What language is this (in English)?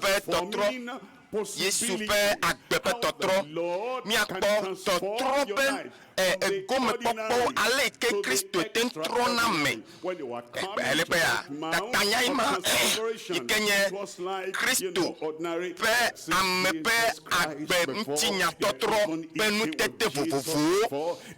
Ewe